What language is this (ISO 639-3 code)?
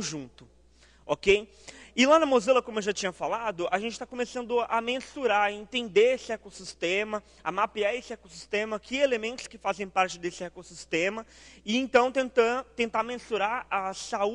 por